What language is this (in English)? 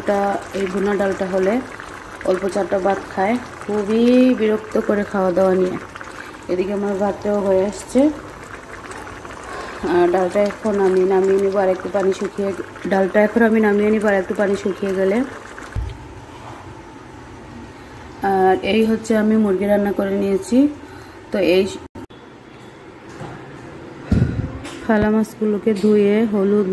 Bangla